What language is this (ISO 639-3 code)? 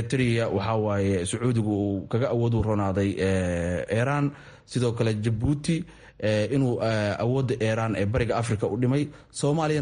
som